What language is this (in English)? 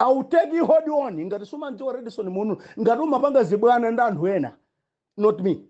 Nyanja